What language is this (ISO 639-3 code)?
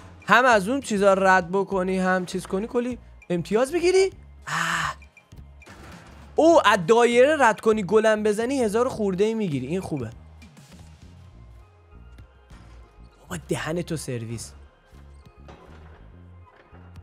fas